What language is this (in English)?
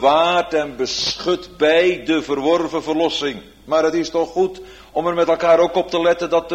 Dutch